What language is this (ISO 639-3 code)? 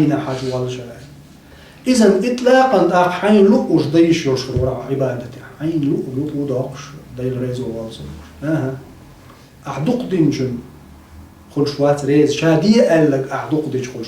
che